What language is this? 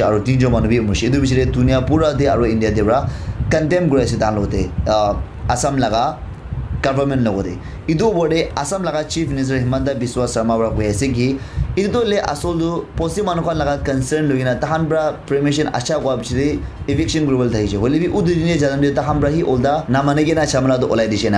Naga Pidgin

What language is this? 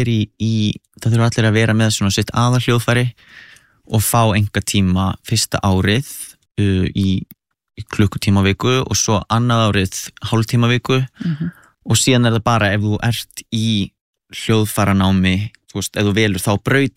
Icelandic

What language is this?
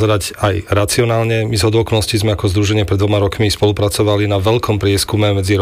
Slovak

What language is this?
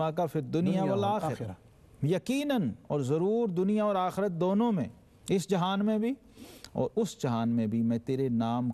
Urdu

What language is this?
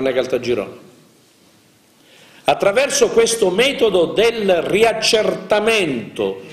Italian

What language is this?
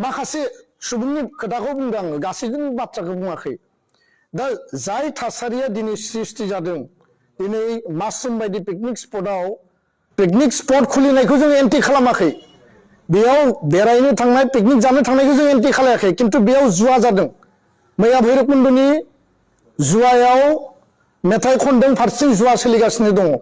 Bodo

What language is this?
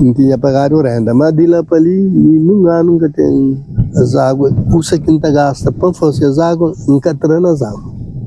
Kabuverdianu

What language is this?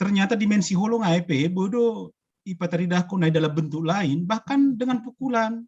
Batak Simalungun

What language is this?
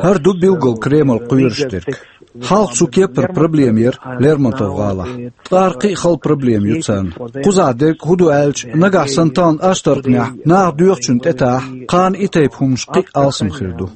Chechen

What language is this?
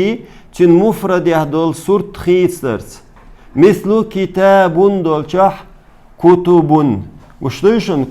Chechen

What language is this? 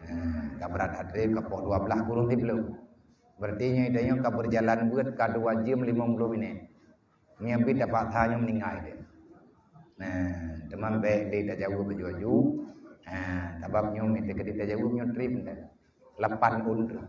Achinese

